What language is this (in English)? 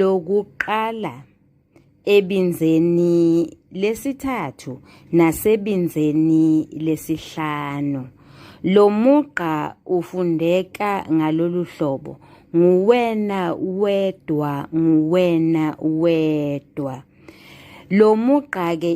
Zulu